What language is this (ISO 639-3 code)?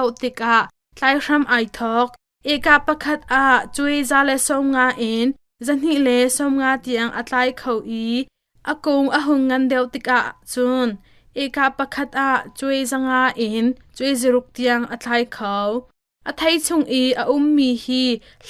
cnh